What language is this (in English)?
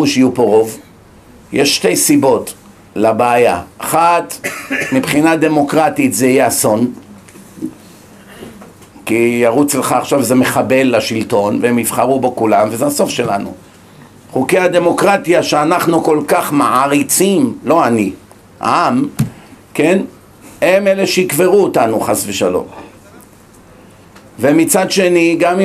Hebrew